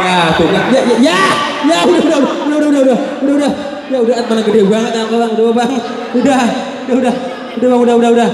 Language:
Betawi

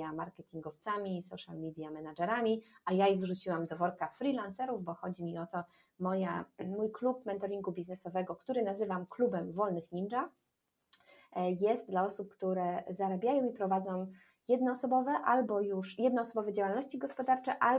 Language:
Polish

